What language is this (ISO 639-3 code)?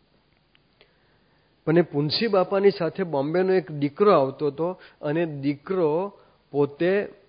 guj